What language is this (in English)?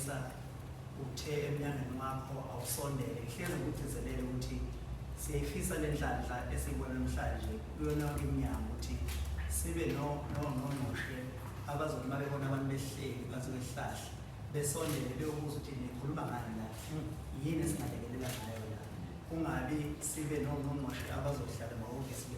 Zulu